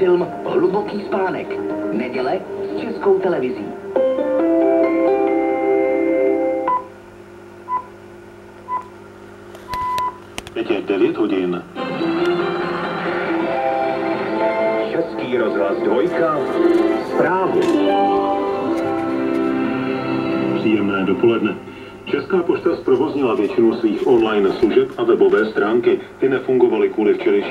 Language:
Czech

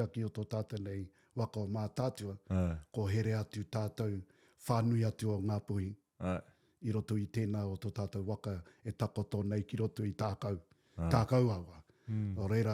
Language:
Māori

